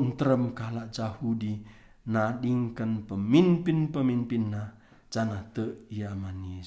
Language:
Batak Karo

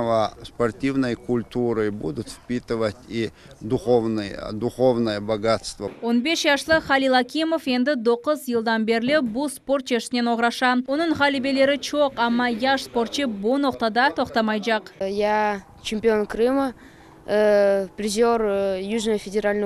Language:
Crimean Tatar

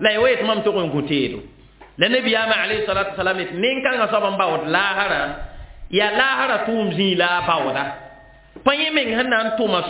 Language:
Mossi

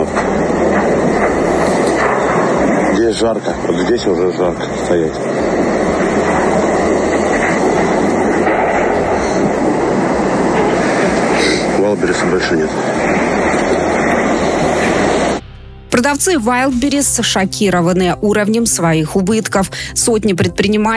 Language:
Russian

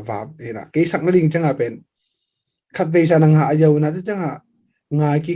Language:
Tedim Chin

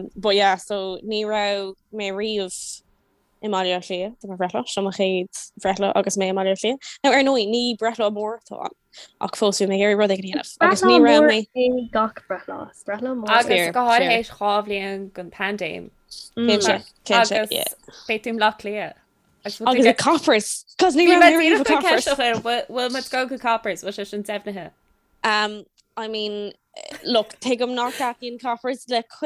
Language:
Irish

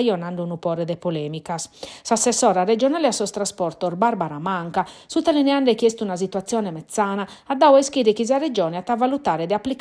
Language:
Sardinian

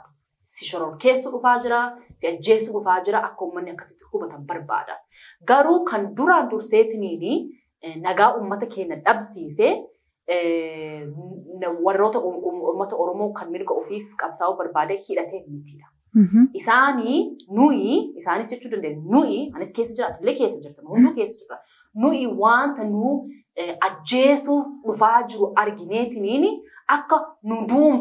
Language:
Oromo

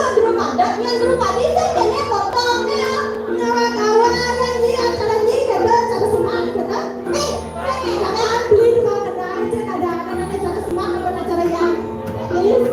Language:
Balinese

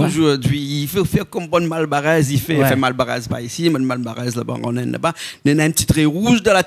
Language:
Réunion Creole French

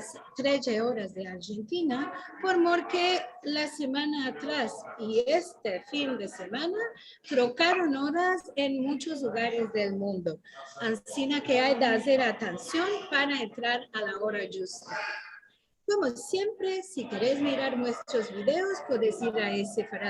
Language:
Ladino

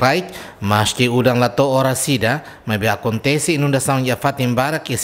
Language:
Tetum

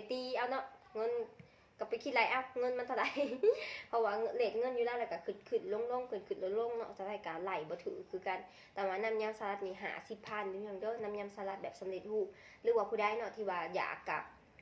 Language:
Lao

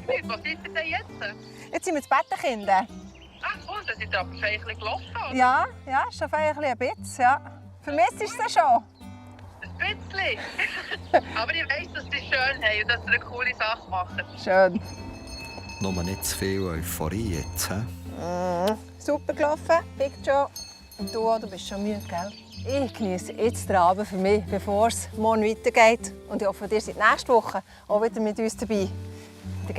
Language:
Swiss German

